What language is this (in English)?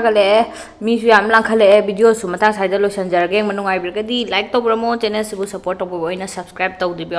Manipuri